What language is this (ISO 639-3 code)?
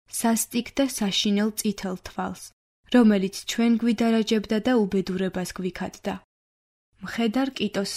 kat